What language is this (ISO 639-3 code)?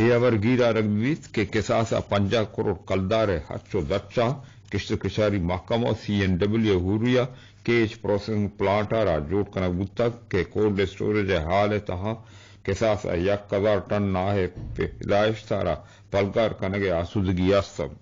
bgp